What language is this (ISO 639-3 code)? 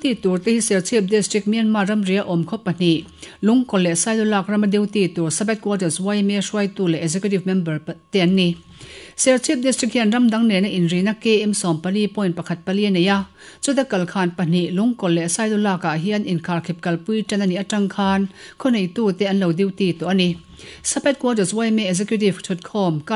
lus